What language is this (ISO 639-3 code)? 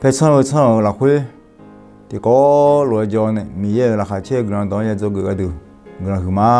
ahk